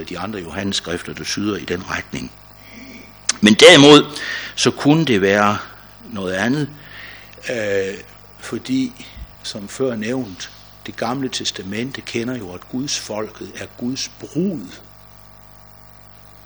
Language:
Danish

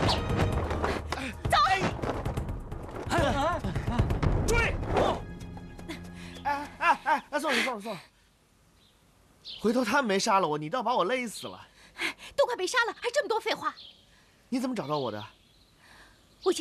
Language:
Chinese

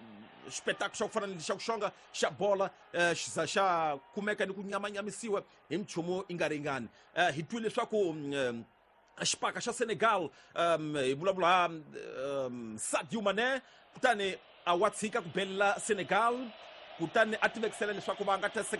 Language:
Tsonga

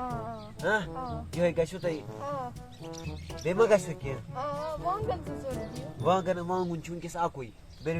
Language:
Kashmiri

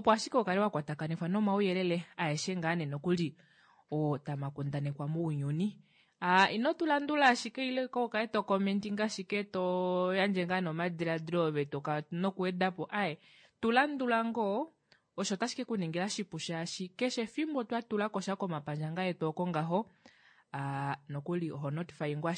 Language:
Kuanyama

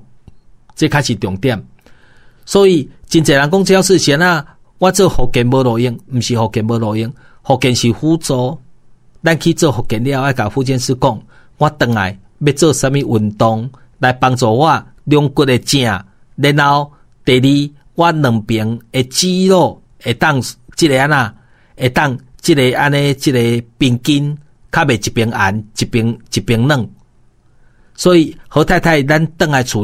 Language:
Min Nan Chinese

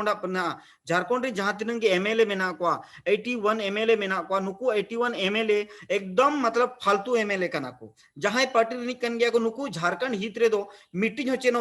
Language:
Santali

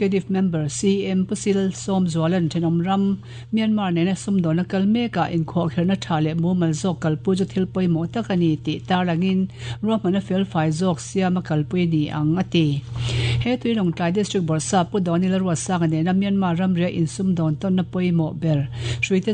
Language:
Mizo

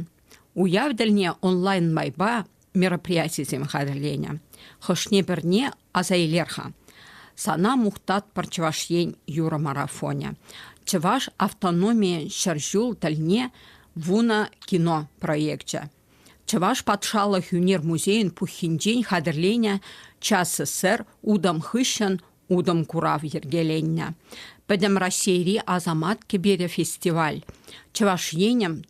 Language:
Chuvash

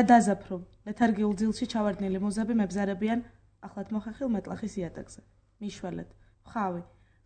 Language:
Georgian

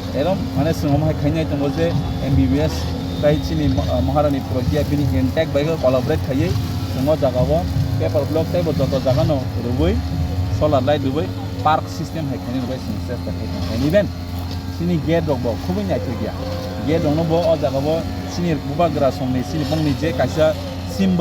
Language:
Kok Borok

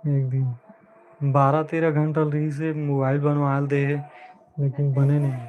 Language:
Chhattisgarhi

